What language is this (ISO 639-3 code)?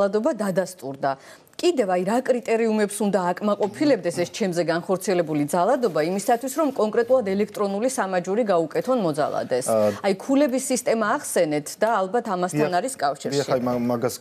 kat